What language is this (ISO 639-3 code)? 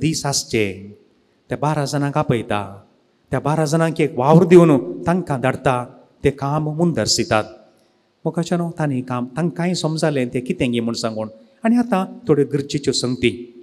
kok